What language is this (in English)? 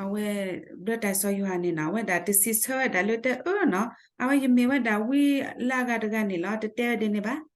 S'gaw Karen